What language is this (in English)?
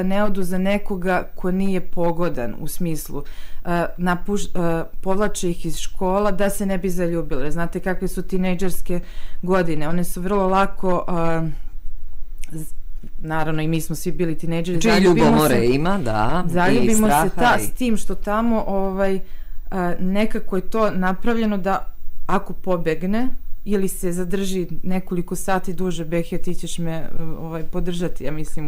Serbian